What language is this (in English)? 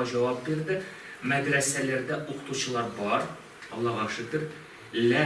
Tatar